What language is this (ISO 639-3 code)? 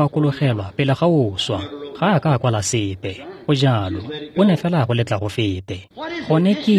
tsn